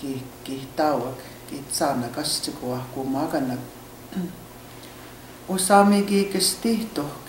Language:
Cree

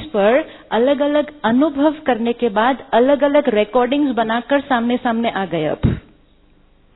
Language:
Hindi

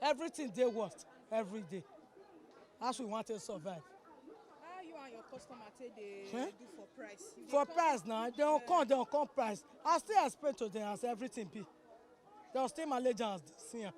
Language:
Nigerian Pidgin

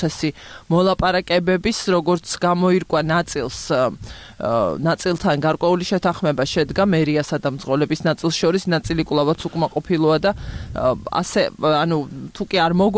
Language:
Georgian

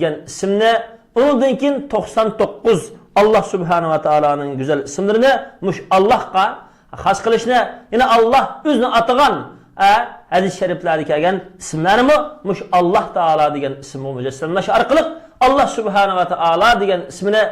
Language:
Uyghur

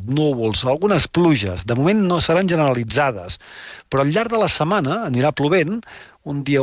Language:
Catalan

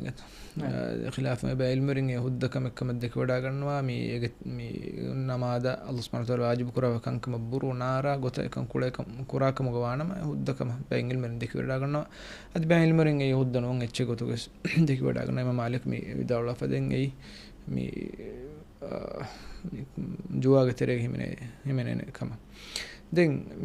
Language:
Divehi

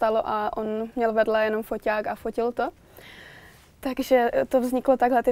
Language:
Czech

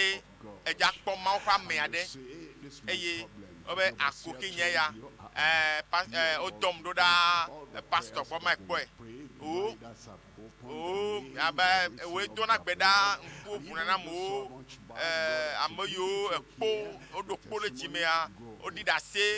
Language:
Ewe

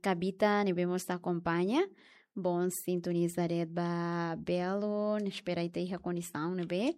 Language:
Tetum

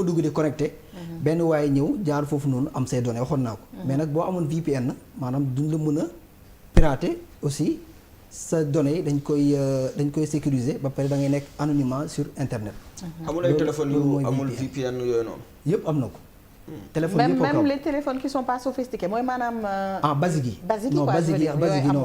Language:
Wolof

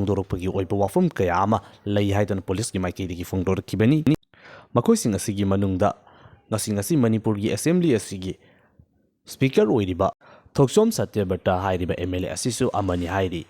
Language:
Manipuri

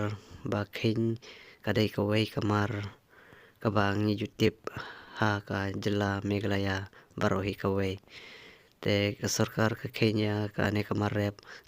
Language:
Khasi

